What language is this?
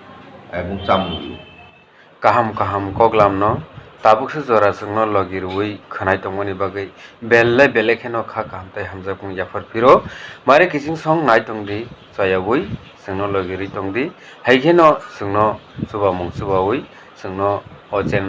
Kok Borok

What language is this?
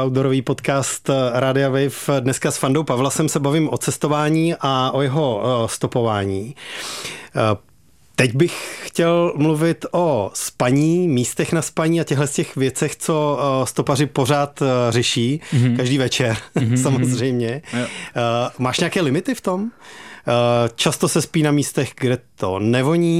Czech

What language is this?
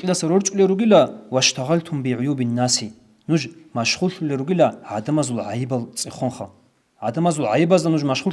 Avaric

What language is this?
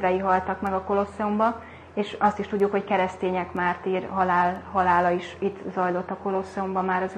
Hungarian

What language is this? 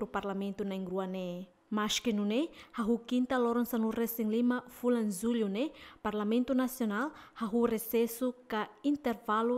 Tetum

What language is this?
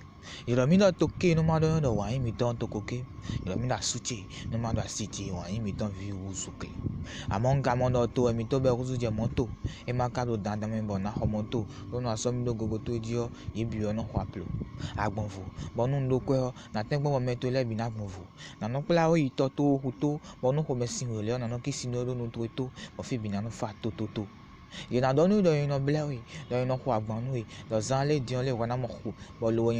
Fon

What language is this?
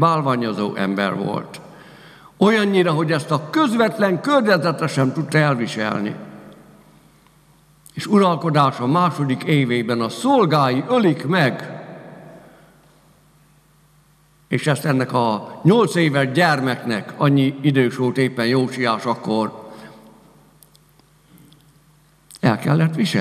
Hungarian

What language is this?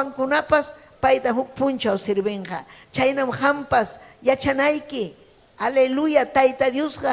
Ayacucho Quechua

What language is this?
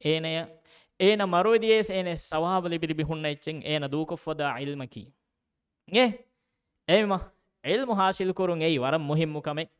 Divehi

